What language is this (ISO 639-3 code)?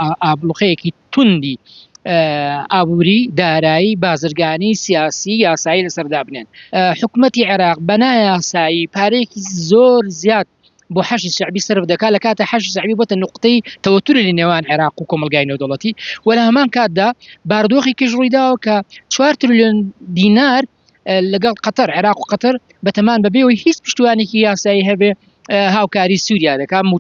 ckb